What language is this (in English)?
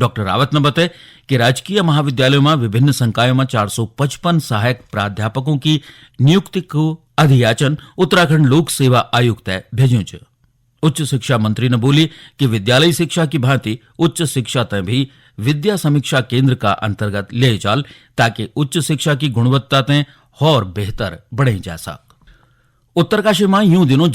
Garhwali